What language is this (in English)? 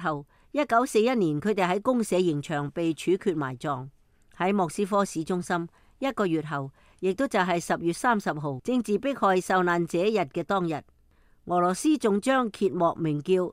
Cantonese